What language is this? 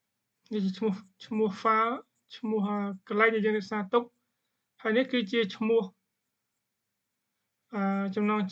Khmer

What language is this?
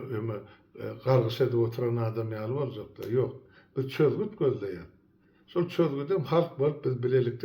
Turkmen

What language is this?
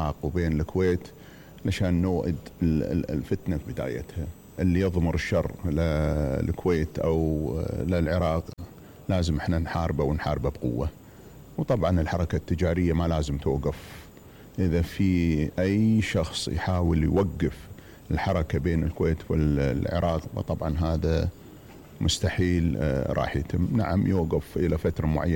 Mesopotamian Arabic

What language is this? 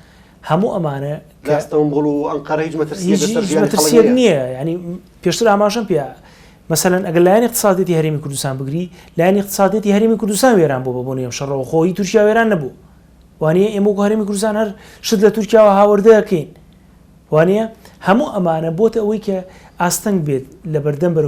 Central Kurdish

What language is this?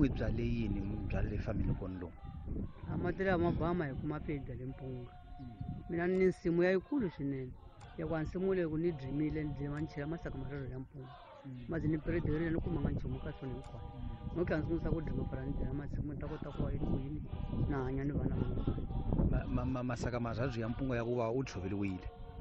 Tsonga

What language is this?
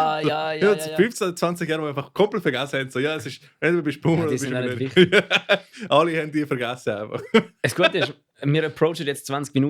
Swiss German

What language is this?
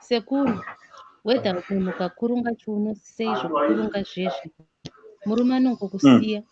Shona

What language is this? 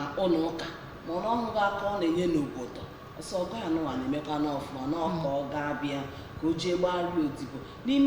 Igbo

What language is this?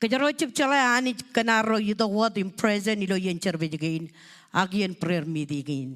Marshallese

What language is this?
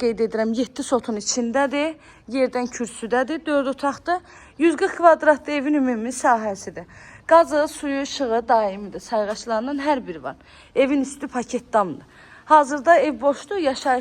Azerbaijani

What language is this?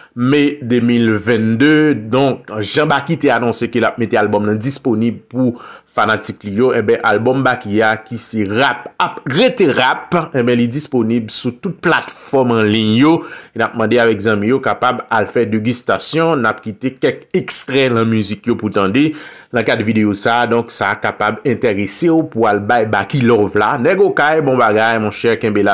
Haitian Creole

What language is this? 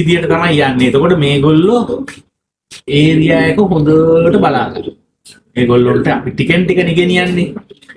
Sinhala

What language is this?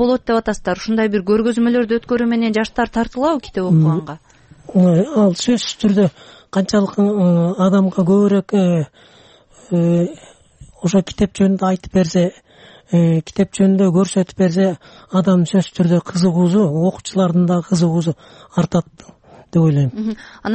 Kyrgyz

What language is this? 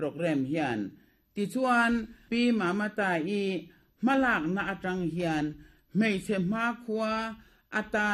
Mizo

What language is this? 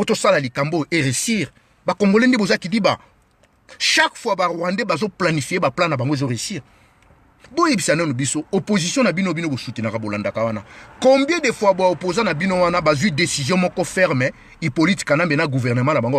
Lingala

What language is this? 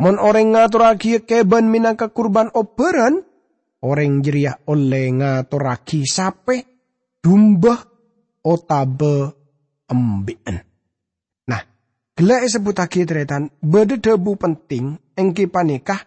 Madurese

